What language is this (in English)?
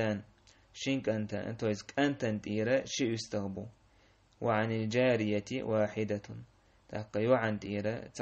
Chechen